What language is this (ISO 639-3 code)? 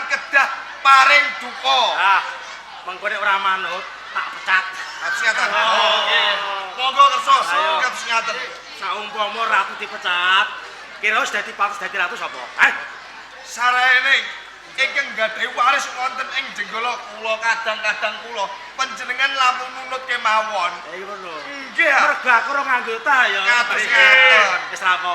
jav